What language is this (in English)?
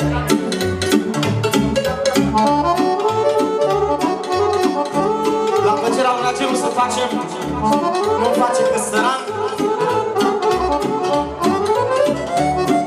Romanian